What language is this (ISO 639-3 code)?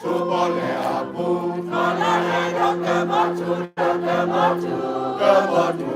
ksw